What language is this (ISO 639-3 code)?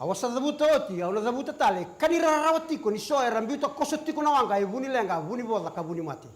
fij